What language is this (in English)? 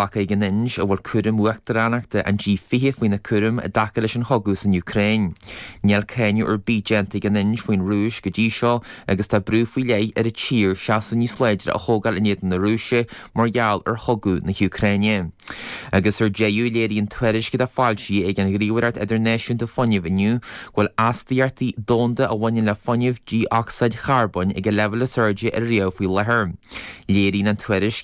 Irish